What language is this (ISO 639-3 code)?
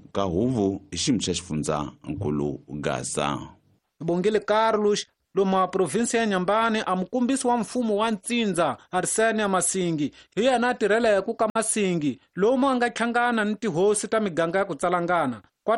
tso